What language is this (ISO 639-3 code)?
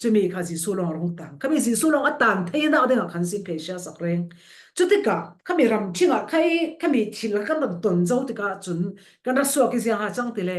cfm